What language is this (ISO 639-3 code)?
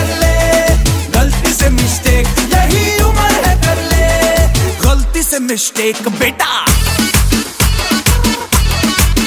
hin